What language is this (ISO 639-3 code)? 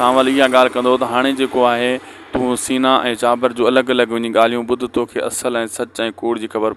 snd